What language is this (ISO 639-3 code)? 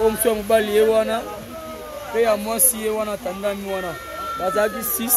lin